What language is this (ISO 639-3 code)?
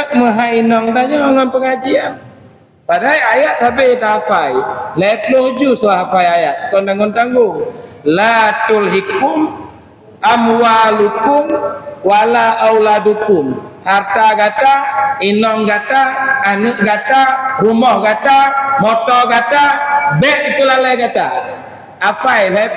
ace